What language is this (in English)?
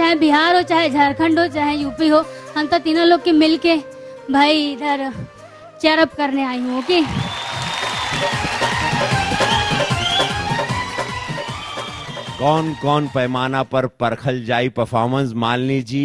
Bhojpuri